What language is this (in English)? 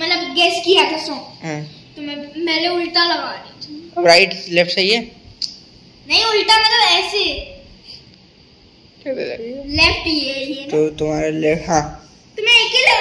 Hindi